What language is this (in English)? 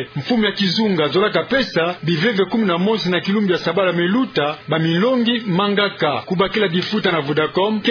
Kituba (Democratic Republic of Congo)